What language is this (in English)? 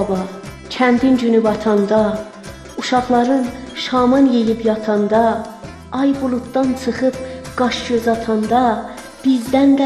South Azerbaijani